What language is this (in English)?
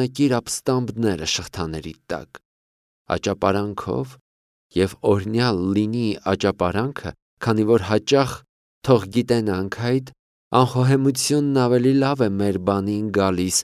Armenian